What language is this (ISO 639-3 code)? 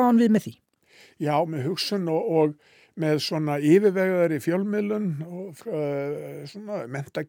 isl